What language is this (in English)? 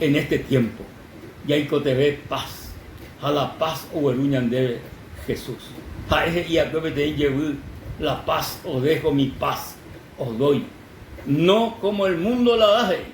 Guarani